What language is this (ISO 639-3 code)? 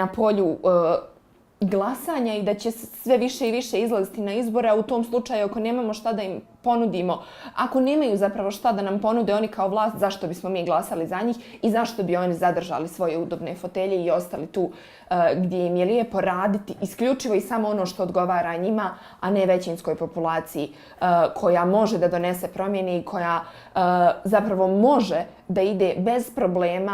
bos